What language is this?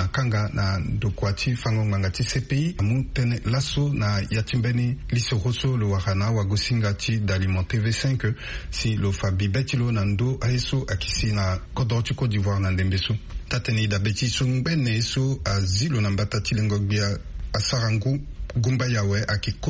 Sango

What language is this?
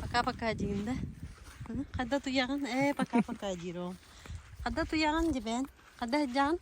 Yakut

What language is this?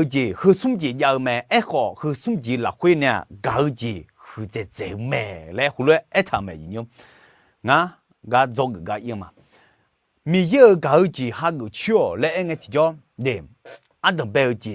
Akha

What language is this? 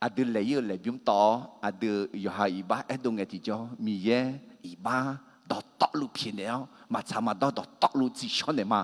Akha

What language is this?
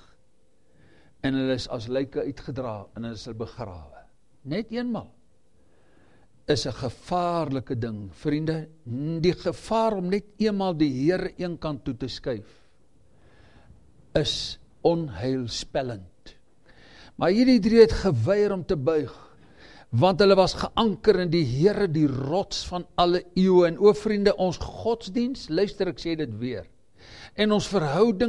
Afrikaans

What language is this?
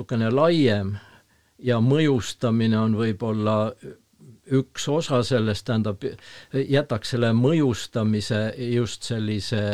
Estonian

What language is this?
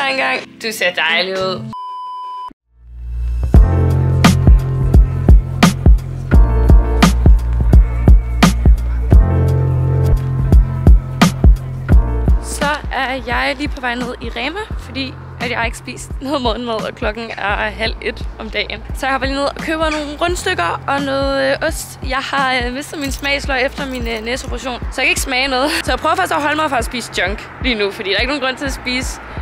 Danish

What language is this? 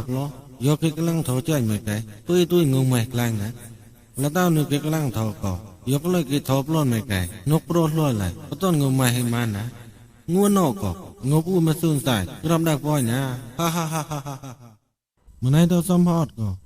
Mon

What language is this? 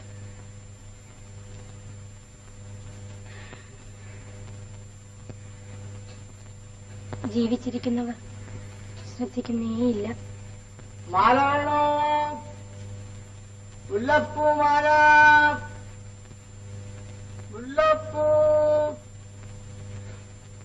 Malayalam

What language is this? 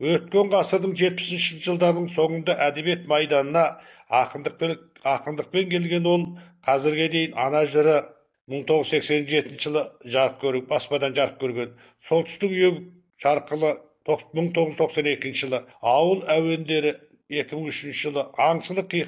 Kazakh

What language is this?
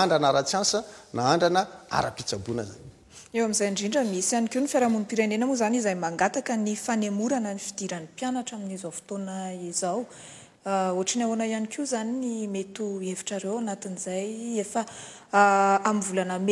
Malagasy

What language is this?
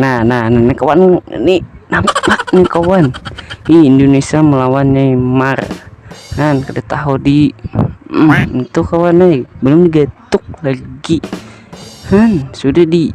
Banjar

